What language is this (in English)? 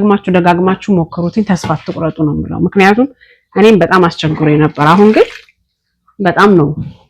Amharic